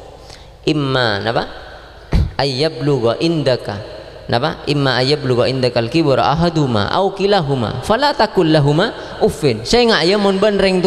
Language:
Madurese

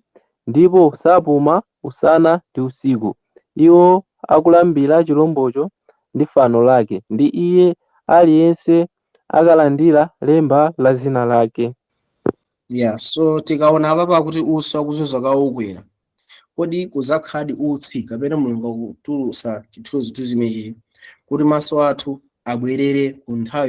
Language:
Nyanja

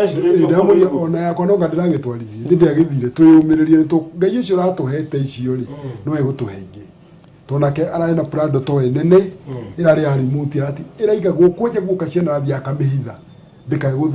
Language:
Kikuyu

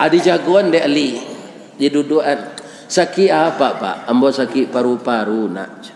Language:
Minangkabau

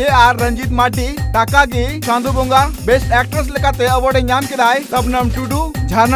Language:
Santali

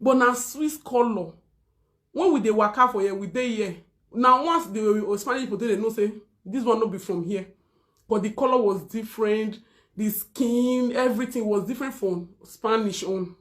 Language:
Nigerian Pidgin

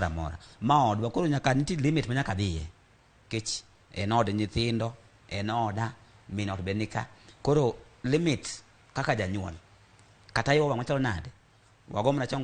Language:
Luo (Kenya and Tanzania)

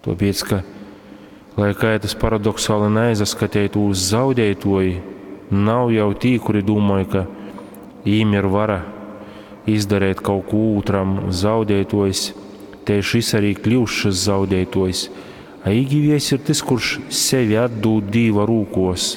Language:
Latgalian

